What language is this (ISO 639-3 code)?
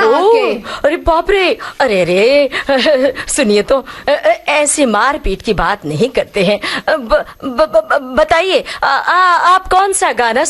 hin